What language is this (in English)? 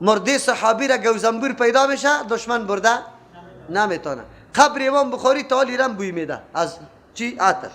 Persian